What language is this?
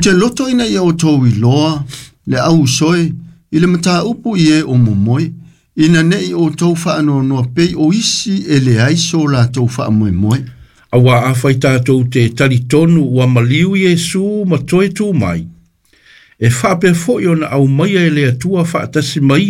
Samoan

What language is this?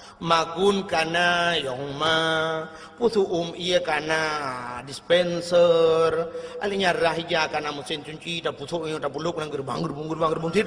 Achinese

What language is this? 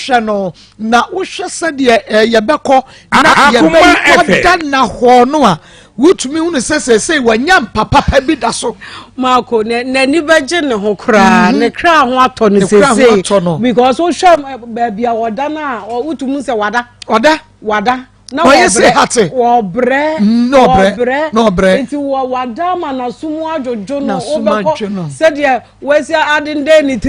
Akan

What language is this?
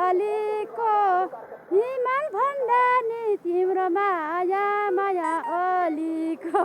Nepali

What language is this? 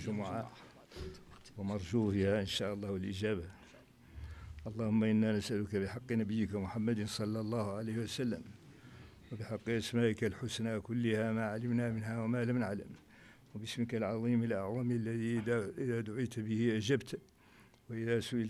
Arabic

